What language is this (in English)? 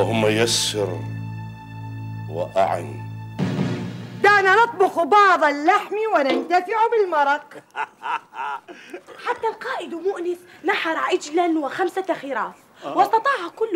Arabic